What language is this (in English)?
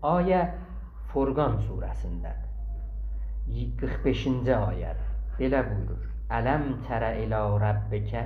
South Azerbaijani